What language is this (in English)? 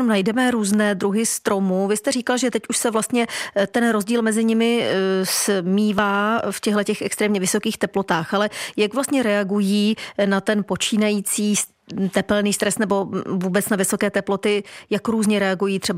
Czech